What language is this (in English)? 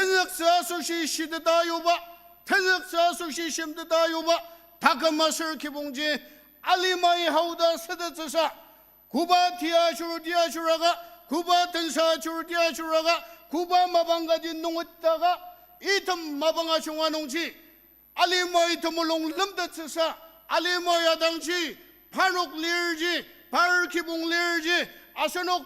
Ao Naga